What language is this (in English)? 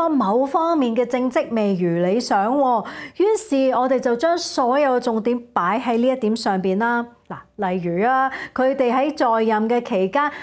Cantonese